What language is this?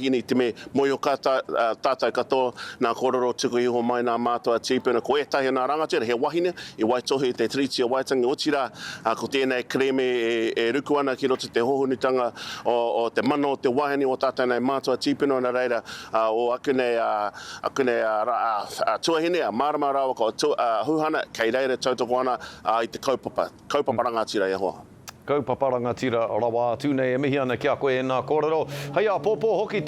Māori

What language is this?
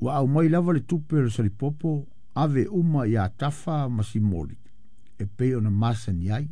Samoan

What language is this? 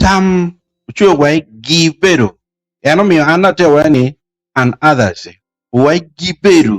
Acoli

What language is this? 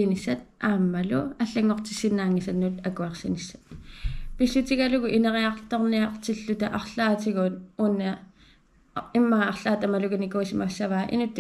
Kalaallisut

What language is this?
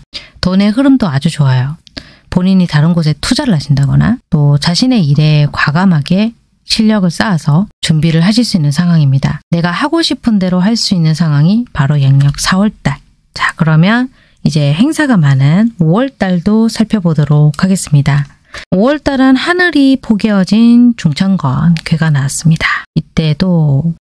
Korean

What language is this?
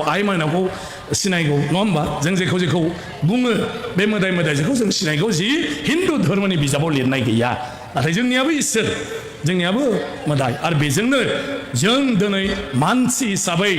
Bodo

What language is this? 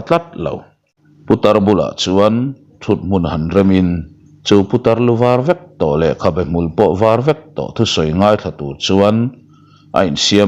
Mizo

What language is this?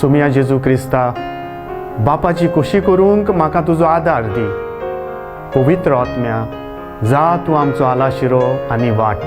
Konkani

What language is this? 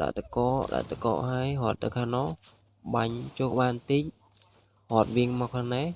Khmer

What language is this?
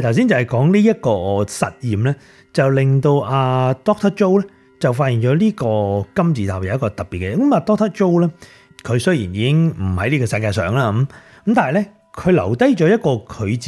Cantonese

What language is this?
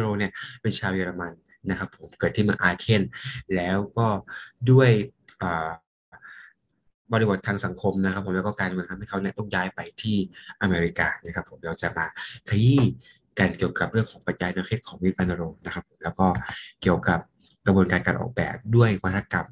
Thai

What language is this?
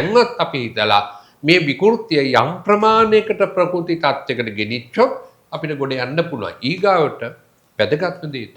Sinhala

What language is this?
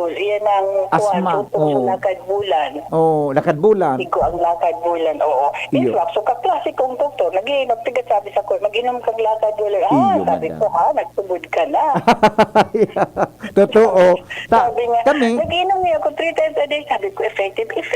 Bikol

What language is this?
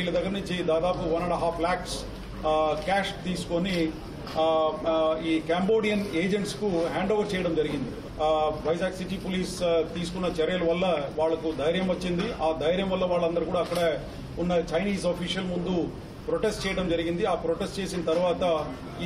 Telugu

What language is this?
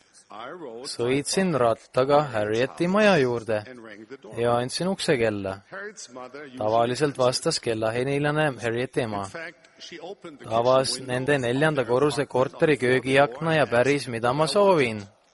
Estonian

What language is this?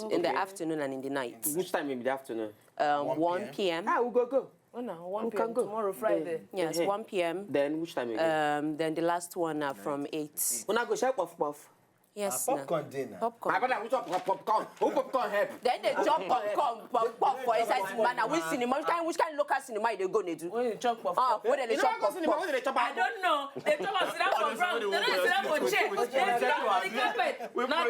Nigerian Pidgin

